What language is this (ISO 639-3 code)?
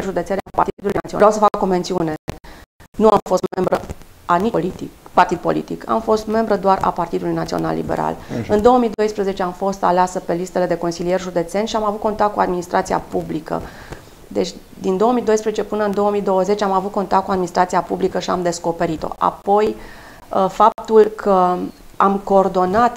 ron